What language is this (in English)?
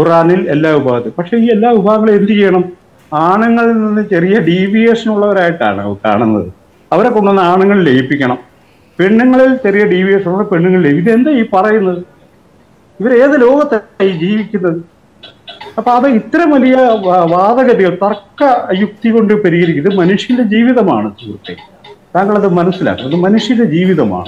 Malayalam